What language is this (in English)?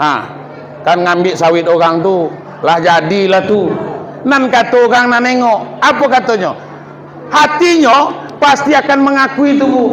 Minangkabau